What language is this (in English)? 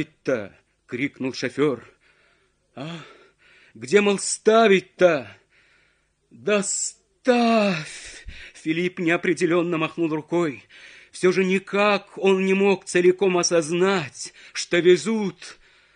Russian